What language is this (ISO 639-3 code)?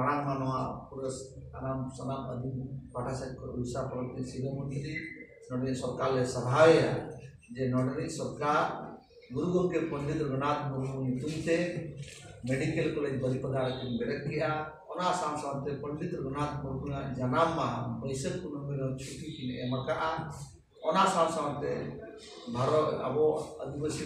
sat